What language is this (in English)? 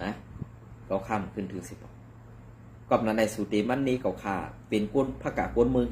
Shan